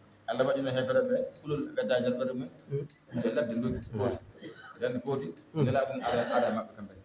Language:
Fula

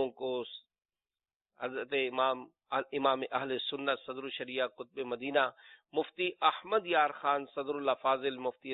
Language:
Urdu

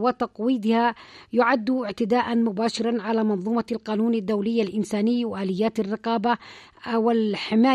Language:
Arabic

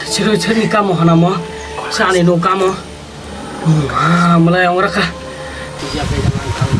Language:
Kok Borok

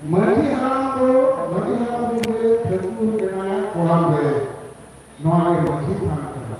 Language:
Santali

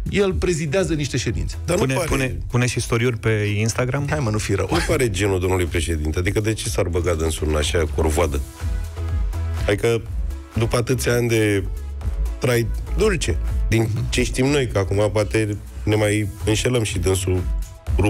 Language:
Romanian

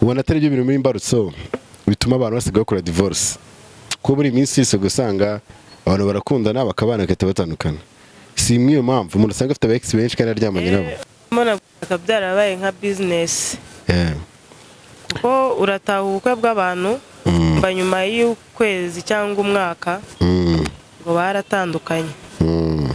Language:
Kinyarwanda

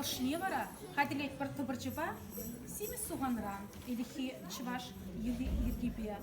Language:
Chuvash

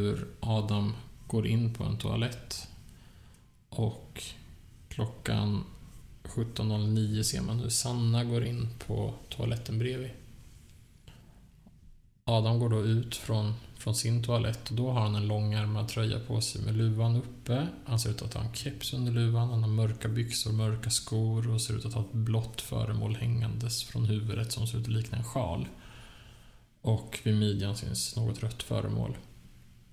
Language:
Swedish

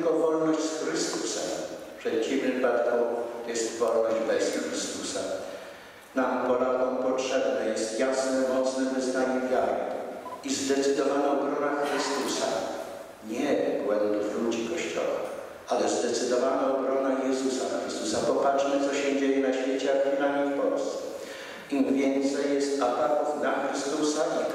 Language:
Polish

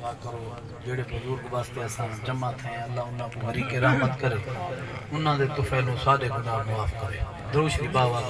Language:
Saraiki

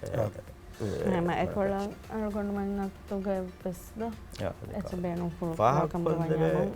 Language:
Divehi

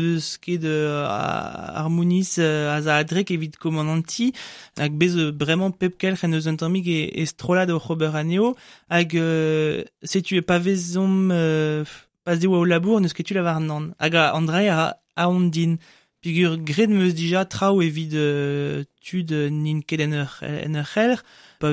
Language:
Breton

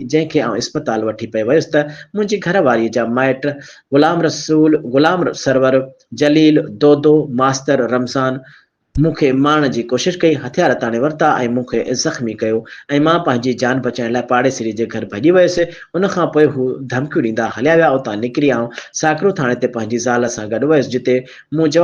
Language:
Sindhi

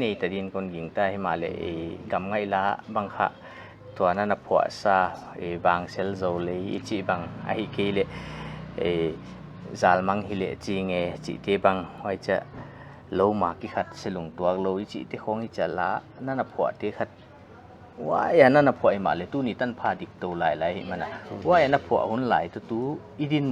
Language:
Paite Chin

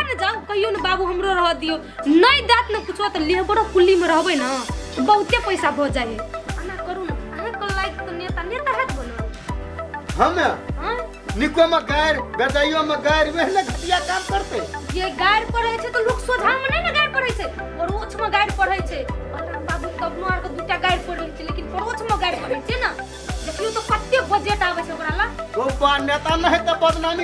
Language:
Maithili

